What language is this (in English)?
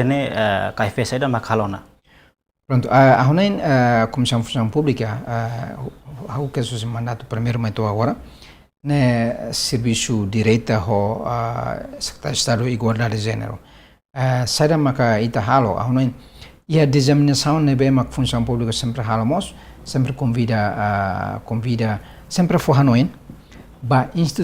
Tetum